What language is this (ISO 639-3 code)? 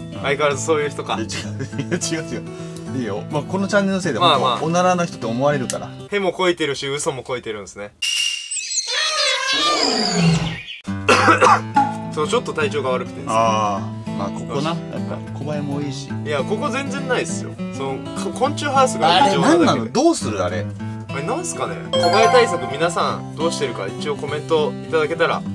jpn